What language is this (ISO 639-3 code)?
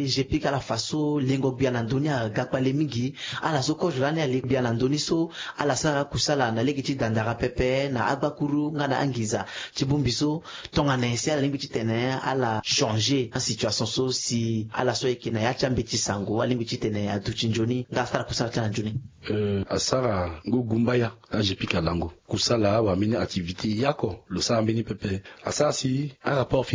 sag